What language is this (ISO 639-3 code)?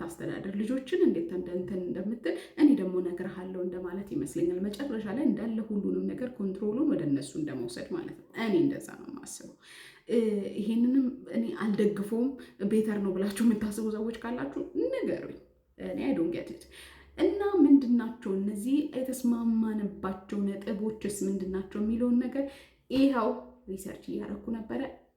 amh